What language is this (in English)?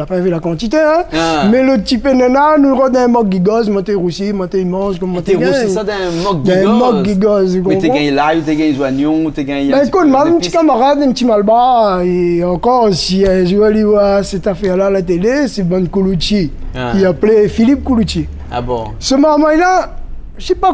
Réunion Creole French